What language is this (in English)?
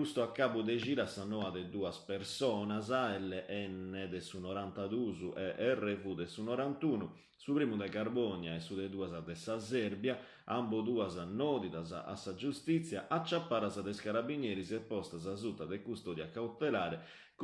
Sardinian